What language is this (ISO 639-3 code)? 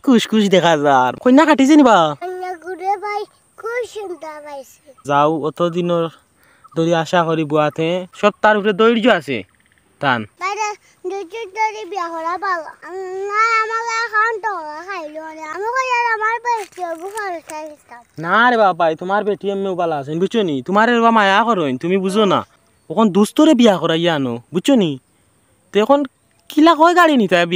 syl